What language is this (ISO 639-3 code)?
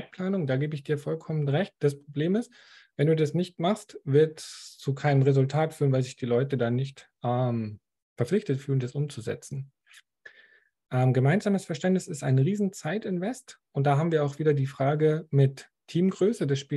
deu